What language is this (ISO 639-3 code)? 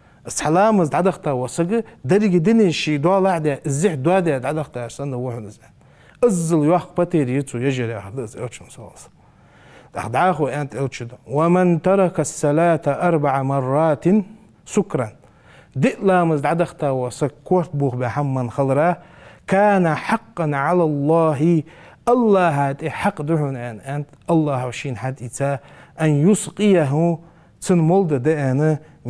inh